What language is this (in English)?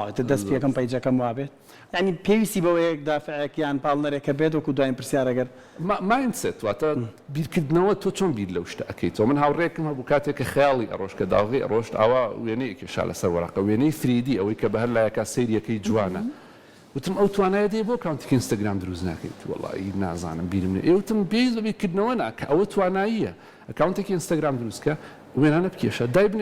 Central Kurdish